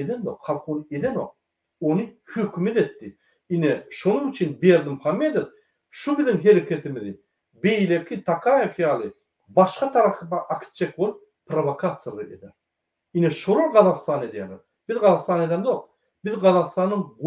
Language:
Turkmen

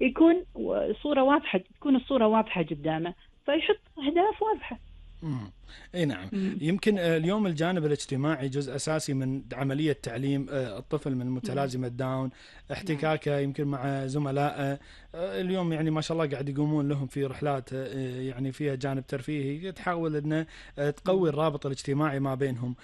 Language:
Gulf Arabic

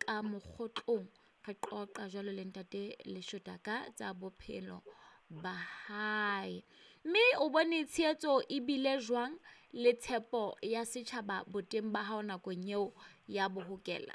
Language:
Southern Sotho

